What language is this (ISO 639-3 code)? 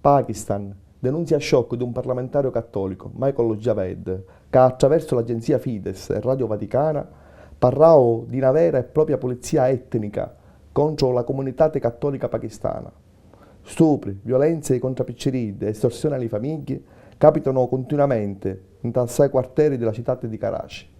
scn